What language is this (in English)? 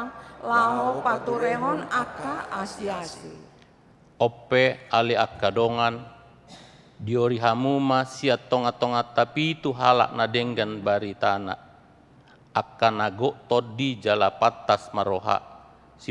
Batak Toba